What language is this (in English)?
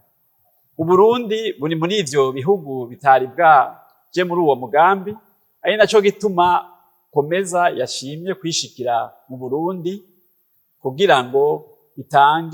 Rundi